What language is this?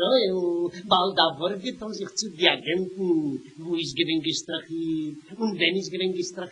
Yiddish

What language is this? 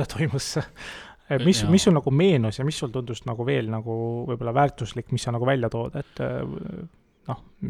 Estonian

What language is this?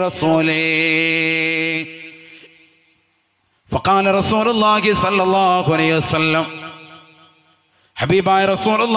Malayalam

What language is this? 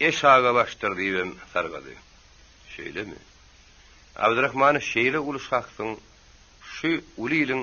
Turkmen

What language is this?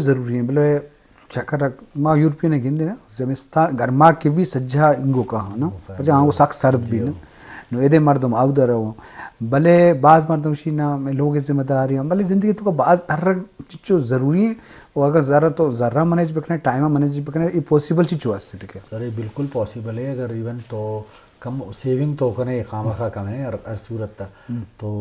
Baluchi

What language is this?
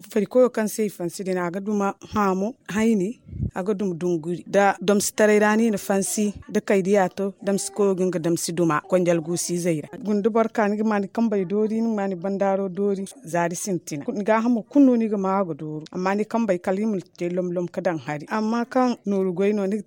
Zarma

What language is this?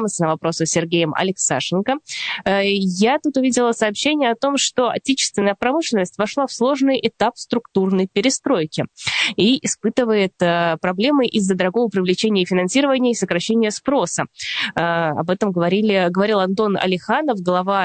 Russian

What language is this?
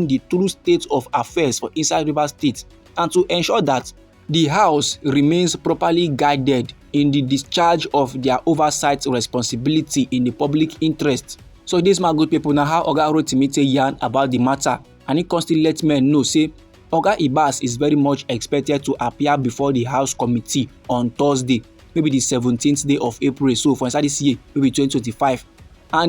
Nigerian Pidgin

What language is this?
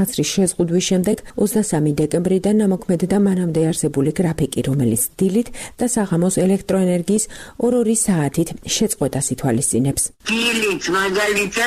Georgian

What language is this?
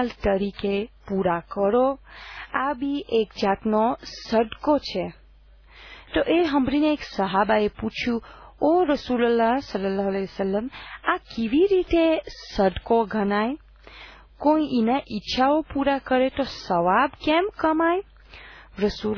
Gujarati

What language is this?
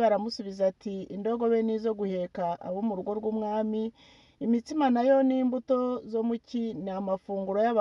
Kinyarwanda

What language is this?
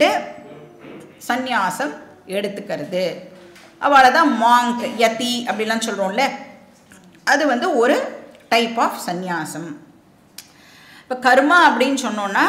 Tamil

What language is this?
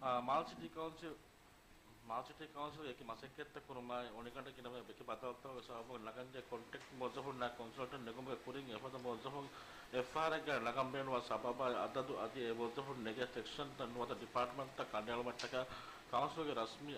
Divehi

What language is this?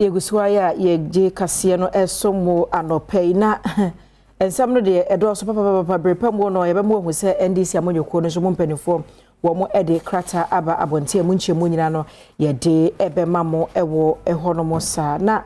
Akan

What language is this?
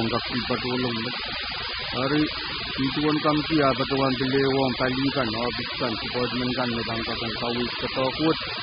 Pohnpeian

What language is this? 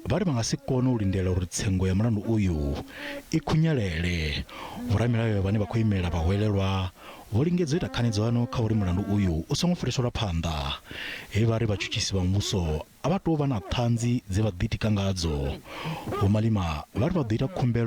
Venda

